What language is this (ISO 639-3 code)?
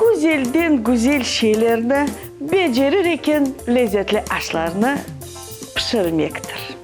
crh